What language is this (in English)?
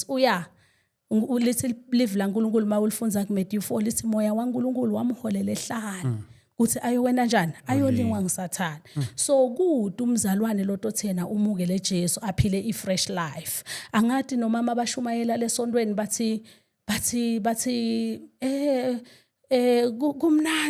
Zulu